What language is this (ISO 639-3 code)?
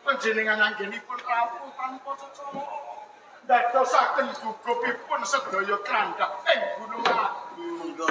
jav